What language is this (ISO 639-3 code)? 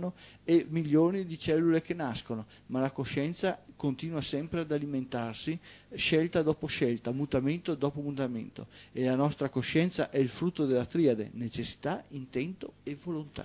ita